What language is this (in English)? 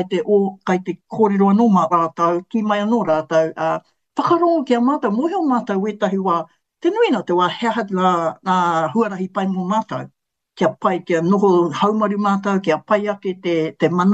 Māori